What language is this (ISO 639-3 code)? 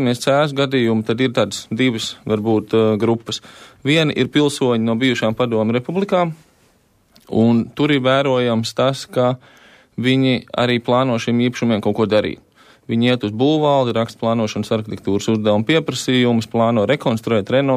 lav